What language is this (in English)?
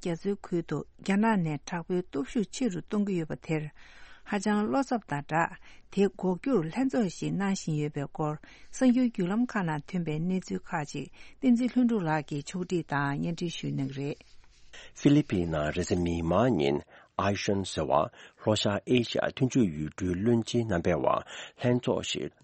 Tibetan